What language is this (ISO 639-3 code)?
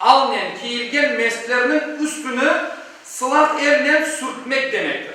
crh